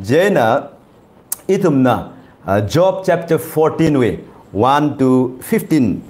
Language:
Tangkhul Naga (India)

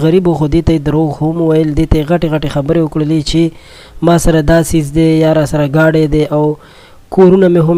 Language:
Pashto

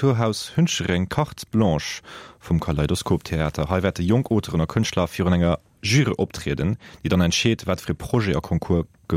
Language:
Luxembourgish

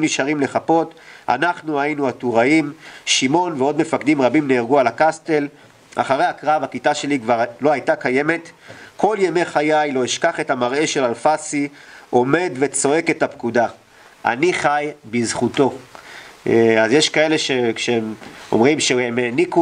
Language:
Hebrew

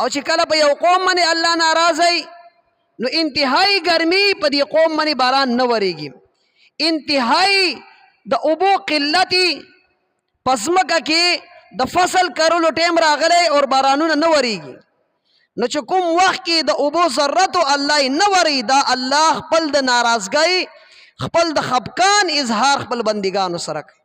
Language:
Pashto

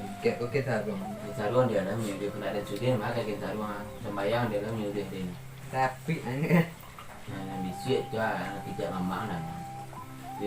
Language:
Minangkabau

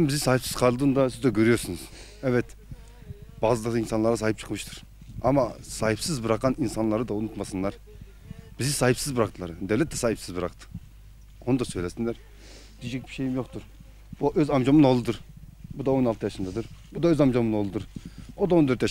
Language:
Turkish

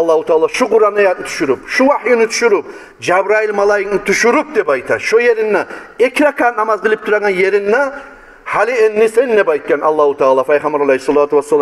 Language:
Kumyk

